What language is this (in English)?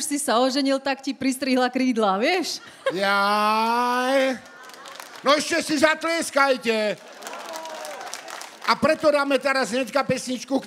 Slovak